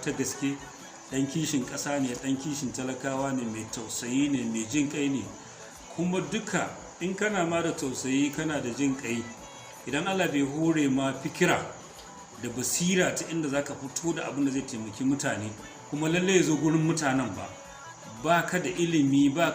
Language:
Hausa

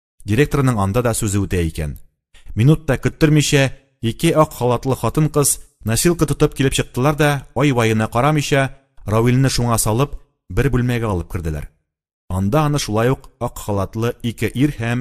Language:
Tatar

